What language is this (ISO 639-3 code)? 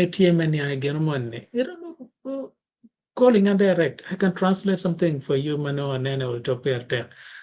ach